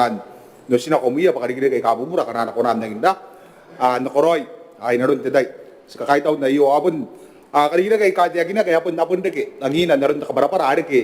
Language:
Gilbertese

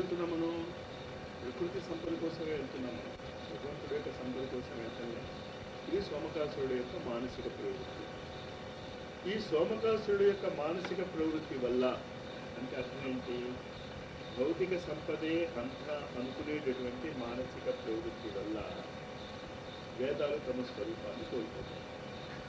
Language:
Telugu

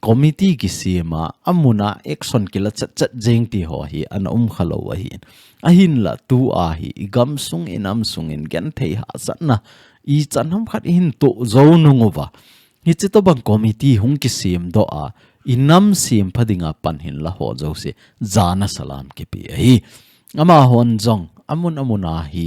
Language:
Thado Chin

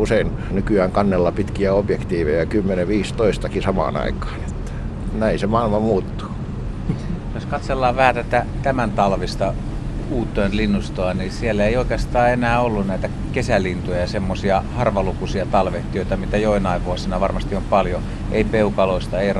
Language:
Finnish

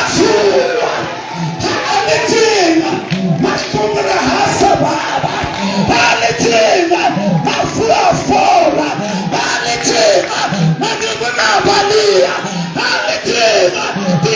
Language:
Southern Sotho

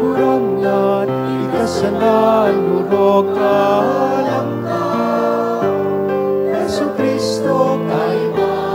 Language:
Bikol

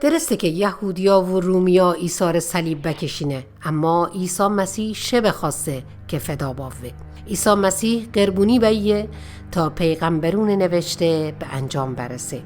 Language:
Mazanderani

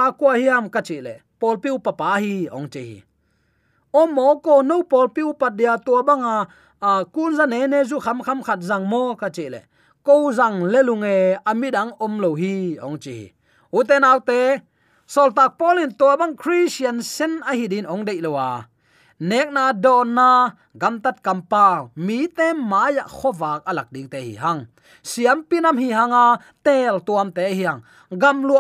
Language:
Tedim Chin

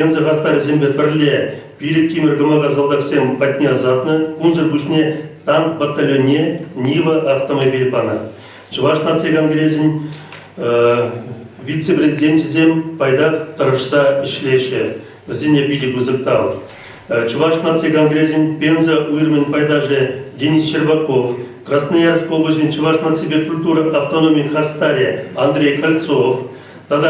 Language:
Chuvash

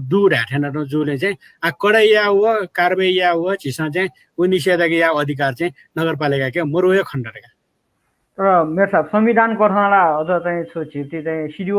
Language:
Newari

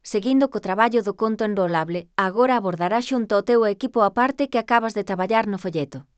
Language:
Galician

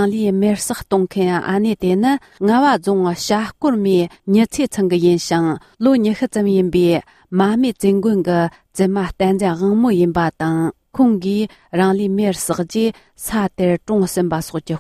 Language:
Tibetan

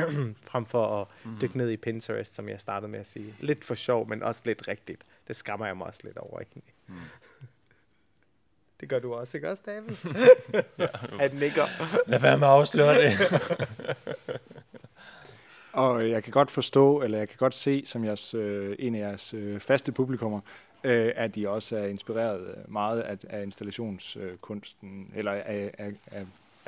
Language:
Danish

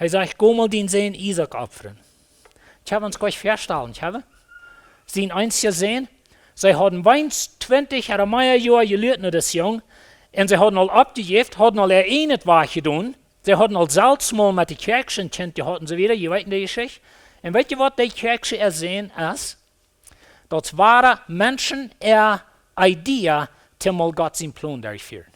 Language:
Plautdietsch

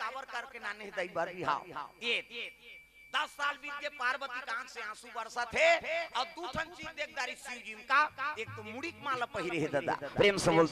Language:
Chhattisgarhi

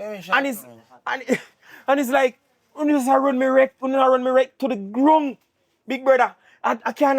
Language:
Jamaican Creole English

